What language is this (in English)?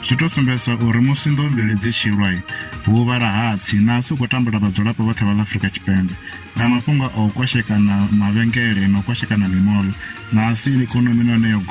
Venda